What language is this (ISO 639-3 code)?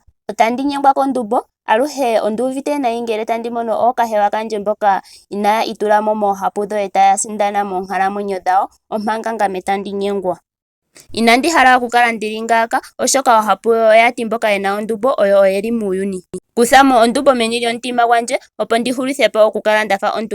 ndo